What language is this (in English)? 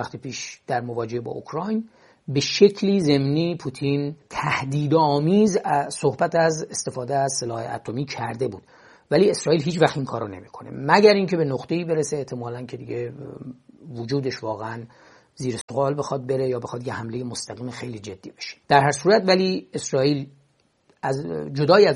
Persian